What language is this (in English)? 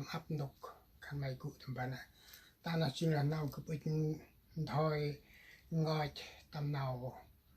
Central Mnong